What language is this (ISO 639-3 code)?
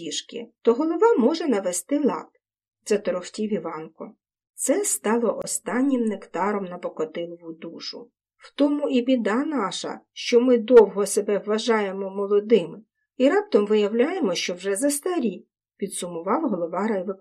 ukr